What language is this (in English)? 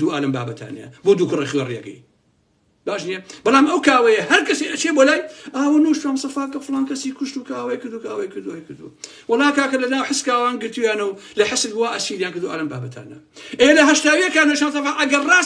Central Kurdish